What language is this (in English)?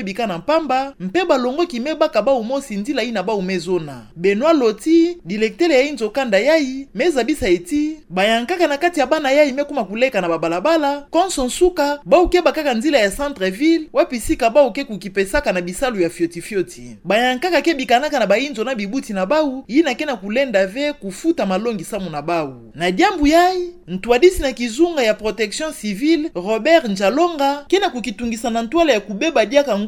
Kituba (Democratic Republic of Congo)